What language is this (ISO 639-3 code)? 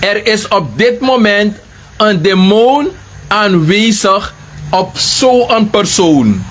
srn